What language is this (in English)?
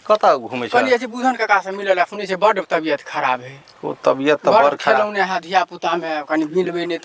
Maithili